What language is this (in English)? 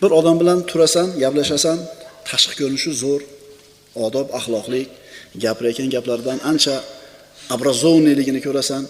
Uzbek